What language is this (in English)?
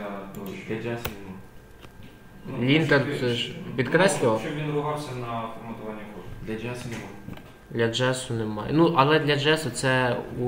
Ukrainian